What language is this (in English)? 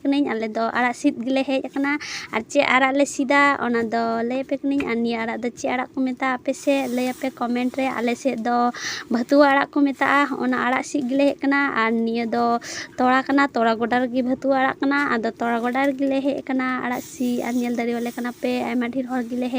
Santali